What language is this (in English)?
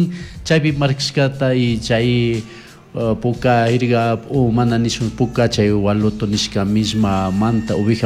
Chimborazo Highland Quichua